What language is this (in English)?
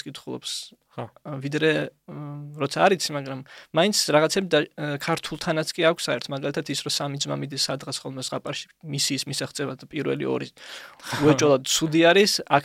Georgian